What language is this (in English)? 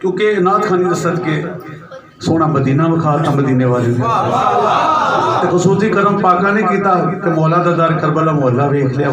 Saraiki